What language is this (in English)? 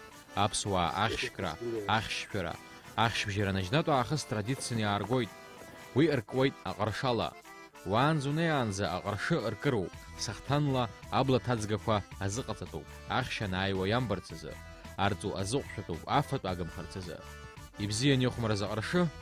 Abkhazian